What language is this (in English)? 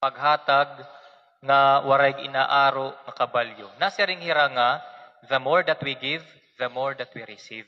Waray